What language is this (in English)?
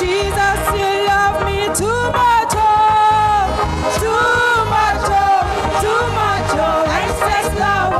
Ewe